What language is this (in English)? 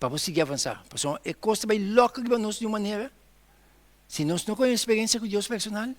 Papiamento